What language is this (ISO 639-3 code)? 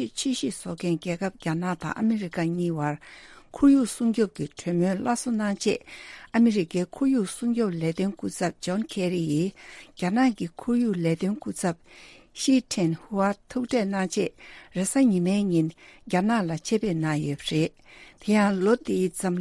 bod